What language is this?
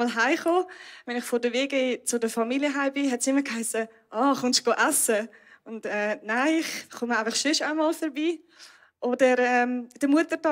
Swiss German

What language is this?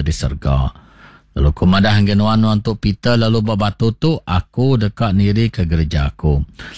Iban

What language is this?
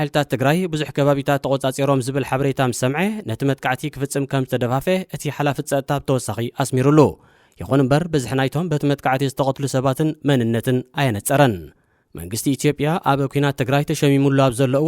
Tigrinya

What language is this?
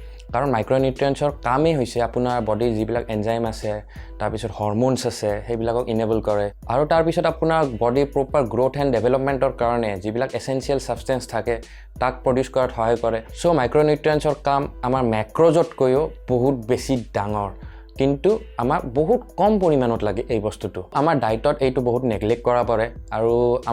Assamese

